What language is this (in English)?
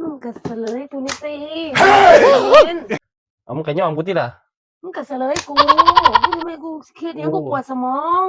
Northeastern Thai